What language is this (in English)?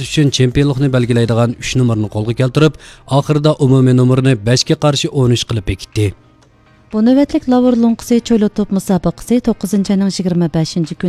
Uyghur